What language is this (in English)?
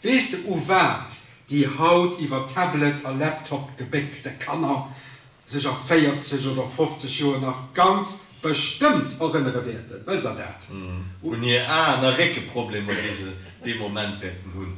Luxembourgish